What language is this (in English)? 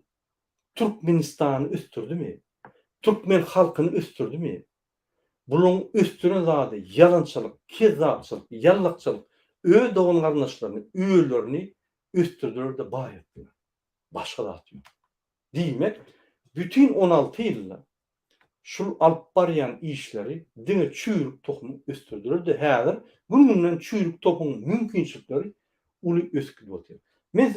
Turkmen